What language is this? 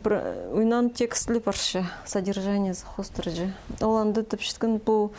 Khakas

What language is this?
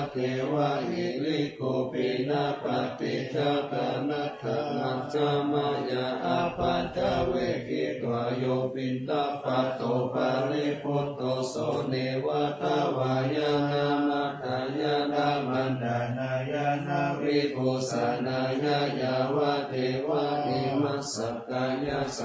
Pali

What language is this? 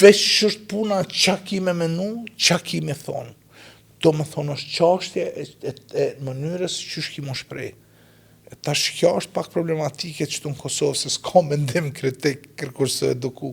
Albanian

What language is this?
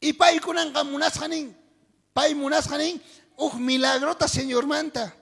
South Bolivian Quechua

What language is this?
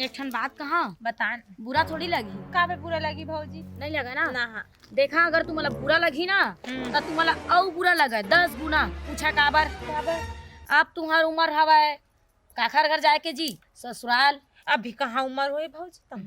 Chhattisgarhi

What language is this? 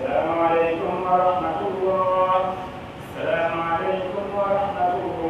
Pular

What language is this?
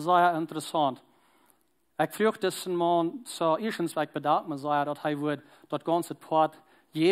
Plautdietsch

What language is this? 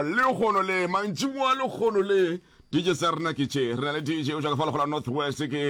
Northern Sotho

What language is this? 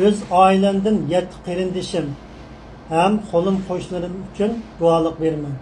Uyghur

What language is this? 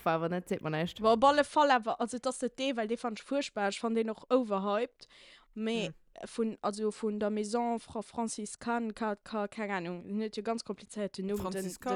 Luxembourgish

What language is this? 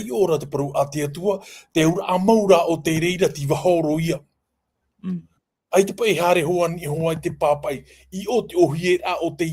Tahitian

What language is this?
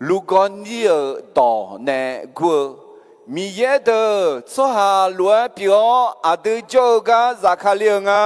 Akha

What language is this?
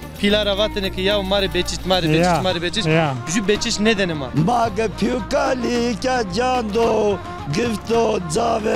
Zaza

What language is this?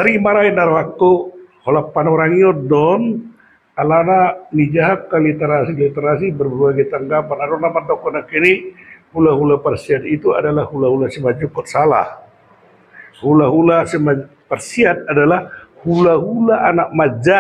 Batak Toba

